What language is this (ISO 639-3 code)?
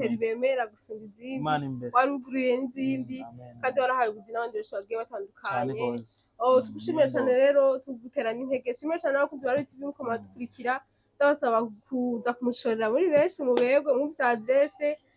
run